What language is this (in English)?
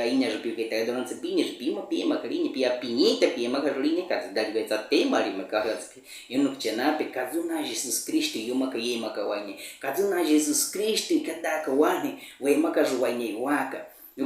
Baniwa